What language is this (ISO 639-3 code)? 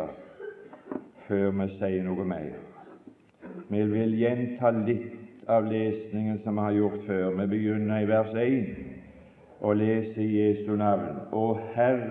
nor